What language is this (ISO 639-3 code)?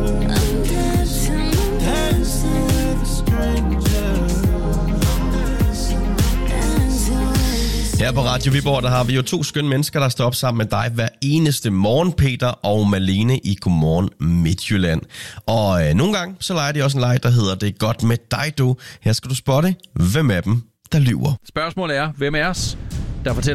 dan